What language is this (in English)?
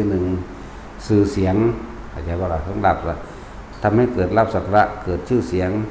Northeastern Thai